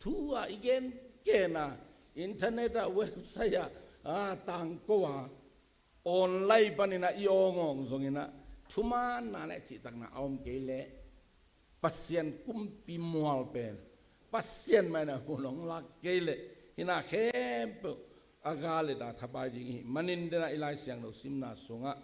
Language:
Tedim Chin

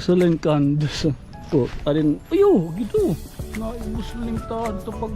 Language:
Waray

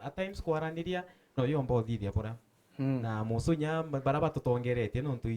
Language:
Meru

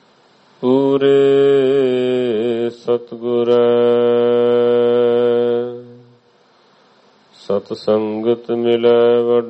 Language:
Punjabi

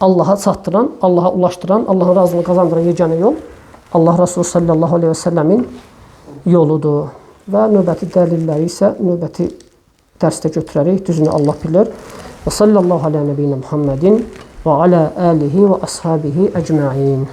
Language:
Azerbaijani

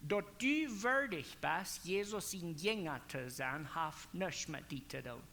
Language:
Plautdietsch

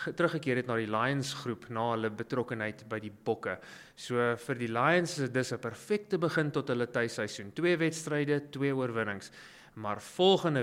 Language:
Afrikaans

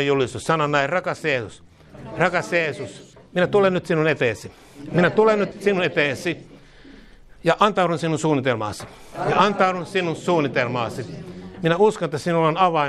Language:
Finnish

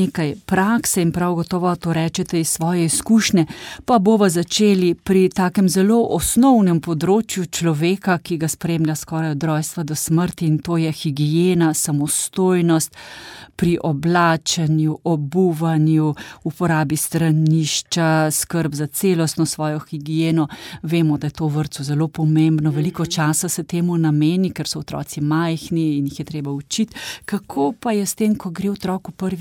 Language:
Slovenian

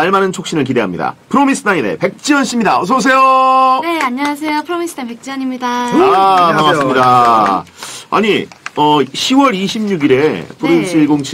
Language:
Korean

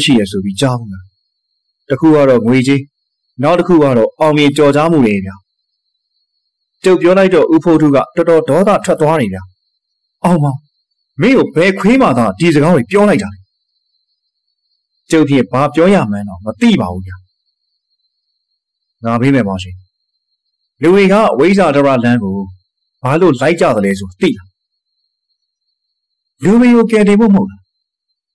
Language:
Burmese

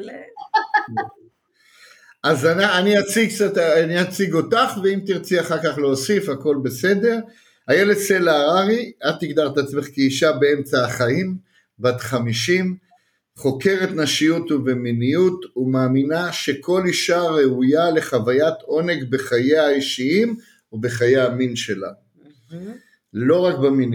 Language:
Hebrew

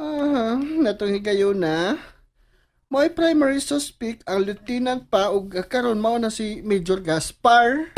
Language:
Cebuano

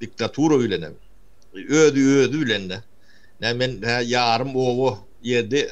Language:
Turkmen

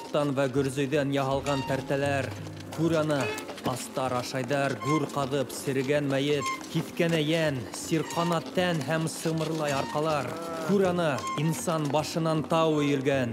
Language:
Bashkir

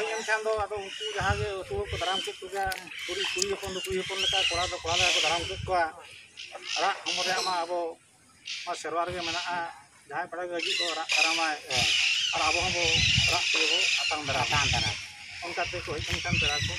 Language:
Santali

